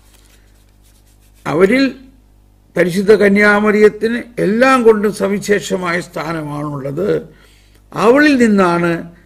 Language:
Malayalam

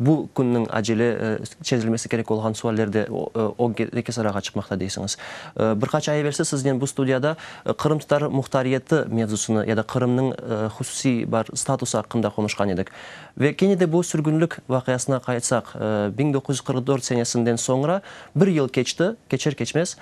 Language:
Crimean Tatar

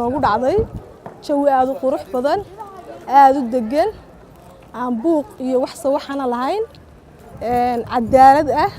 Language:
Somali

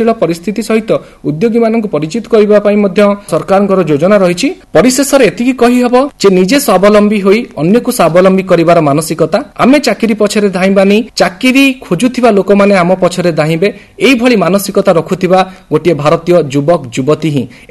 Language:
Odia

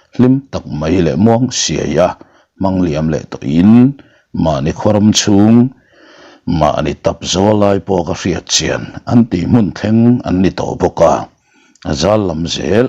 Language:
Mizo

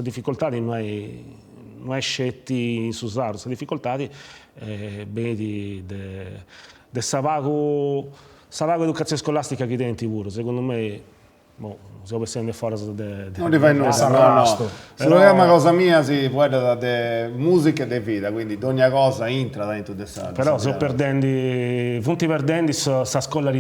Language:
Sardinian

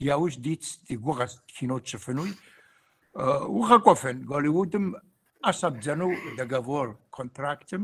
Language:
Kabardian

